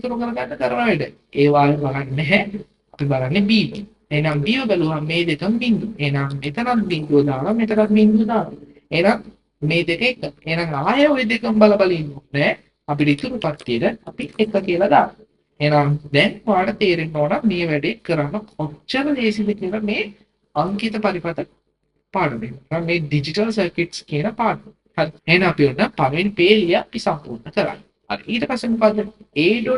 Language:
Sinhala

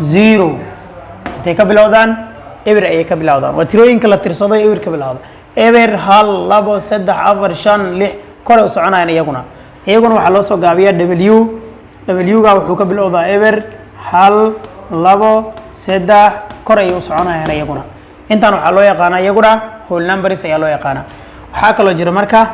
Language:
Somali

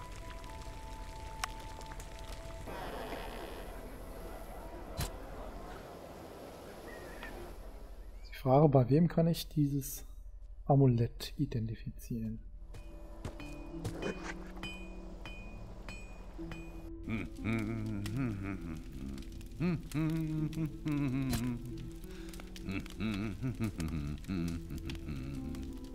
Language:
German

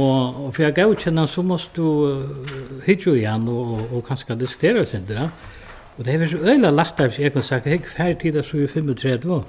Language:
Faroese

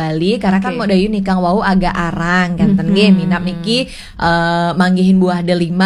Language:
Balinese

